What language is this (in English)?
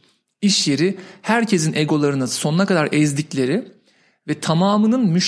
Turkish